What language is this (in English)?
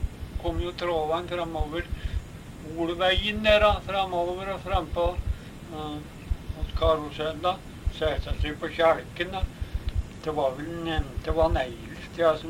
Norwegian